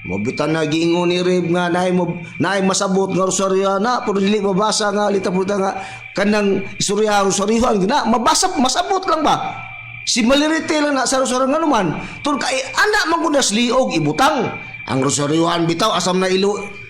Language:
Cebuano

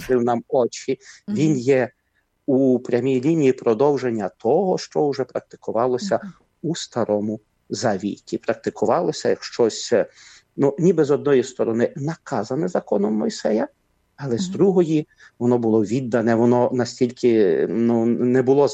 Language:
Ukrainian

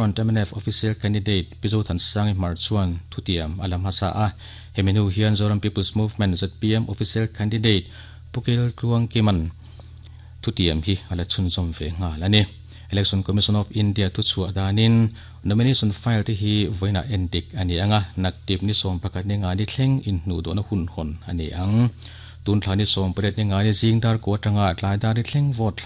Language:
Mizo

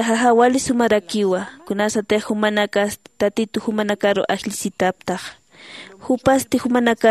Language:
Aymara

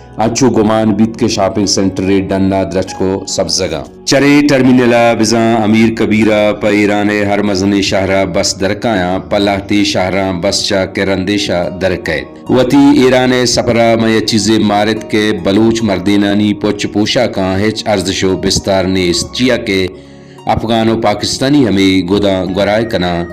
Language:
Baluchi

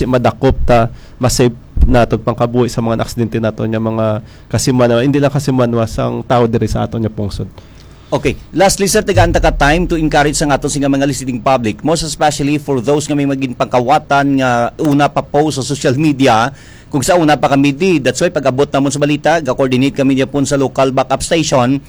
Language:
Hiligaynon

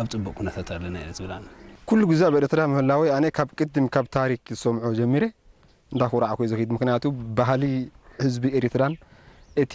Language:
Tigrinya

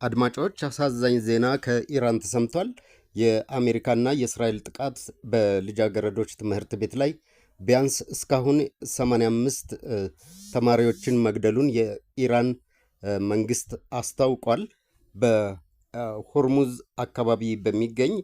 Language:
Amharic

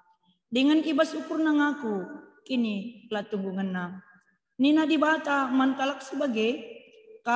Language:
Batak Karo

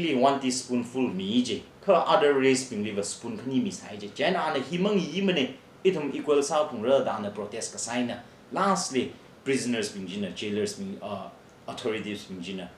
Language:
Tangkhul Naga (India)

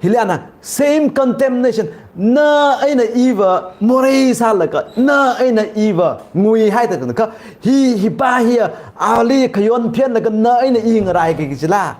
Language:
Tangkhul Naga (India)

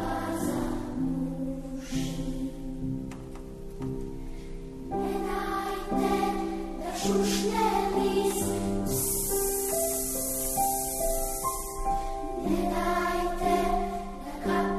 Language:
Serbian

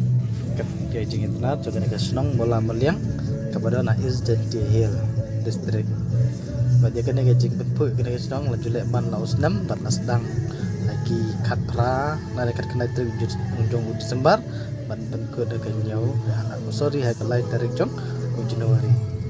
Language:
Khasi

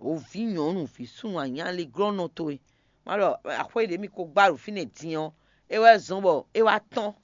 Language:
Fon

